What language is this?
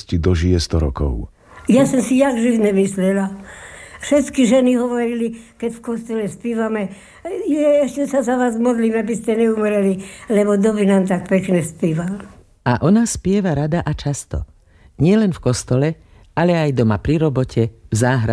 Slovak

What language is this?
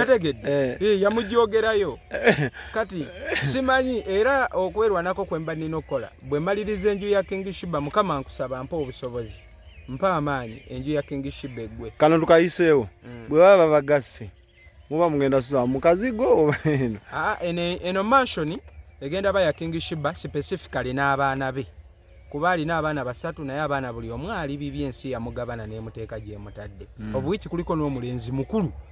Ganda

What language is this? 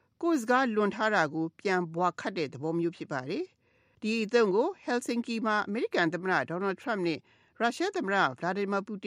Burmese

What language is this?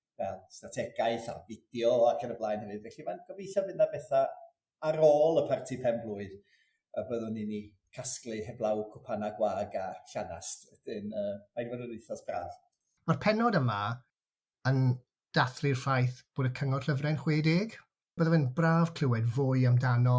Welsh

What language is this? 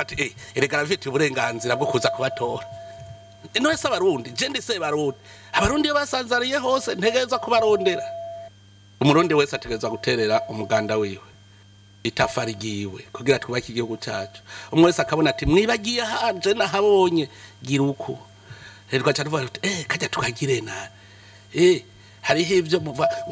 Rundi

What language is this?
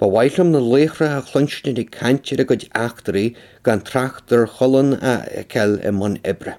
Irish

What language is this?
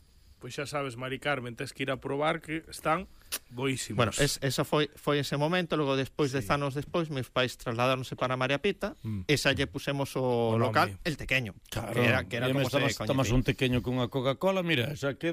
Galician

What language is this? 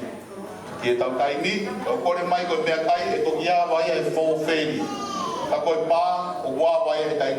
Tongan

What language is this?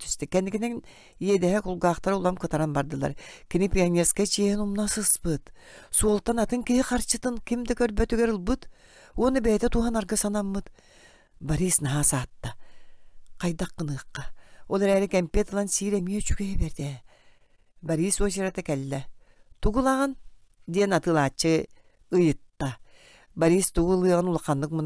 Yakut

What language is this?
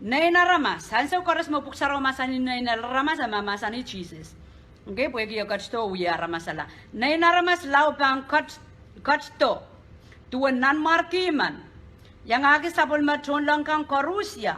Pohnpeian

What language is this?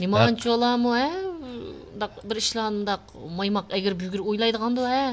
Uyghur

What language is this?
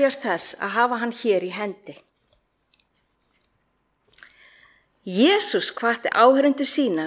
Icelandic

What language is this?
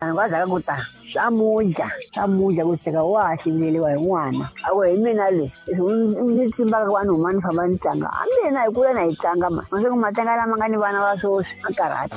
Tsonga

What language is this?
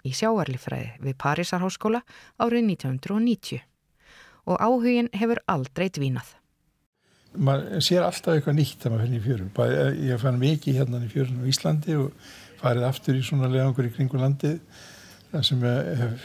Icelandic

